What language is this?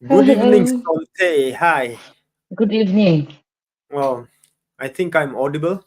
Mizo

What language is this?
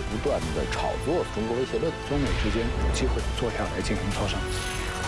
Chinese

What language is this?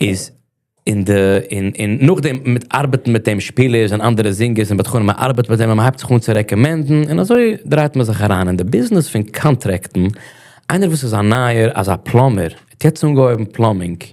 Yiddish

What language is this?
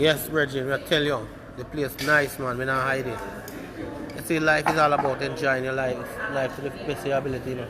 Jamaican Creole English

